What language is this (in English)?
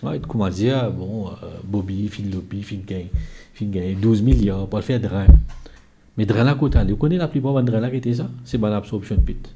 Morisyen